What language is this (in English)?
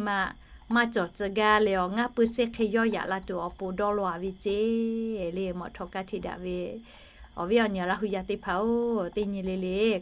Lahu